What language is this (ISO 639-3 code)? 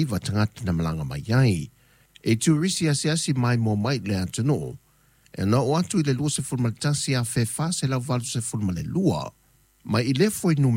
smo